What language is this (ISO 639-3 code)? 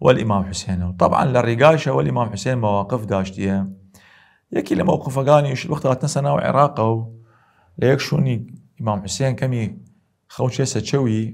sdh